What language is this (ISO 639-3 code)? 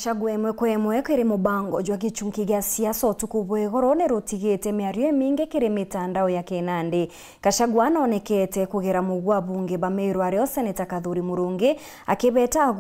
mer